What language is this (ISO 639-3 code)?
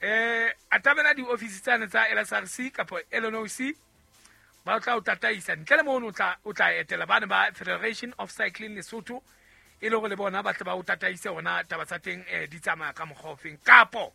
sot